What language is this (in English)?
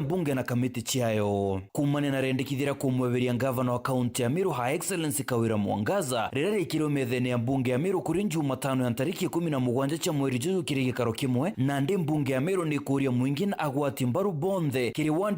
Meru